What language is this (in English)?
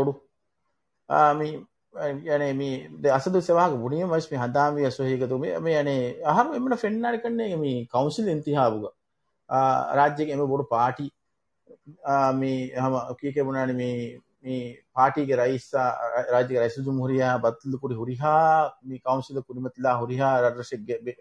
Divehi